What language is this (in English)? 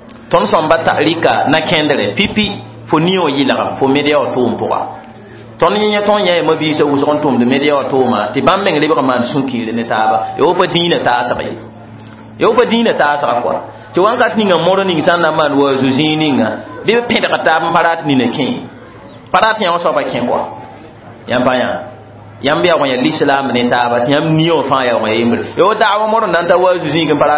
Mossi